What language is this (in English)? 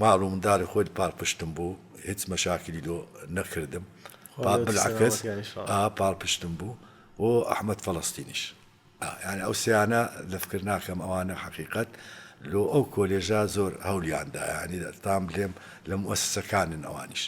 Central Kurdish